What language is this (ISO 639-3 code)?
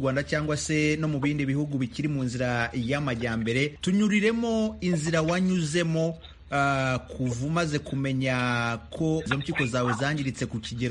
kin